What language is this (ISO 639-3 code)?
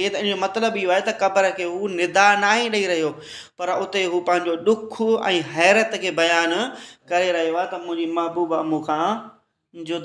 snd